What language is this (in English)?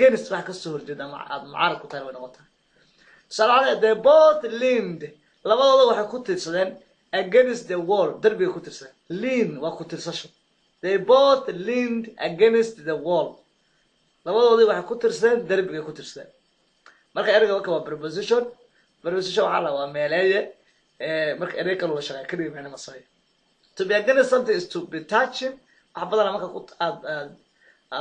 Somali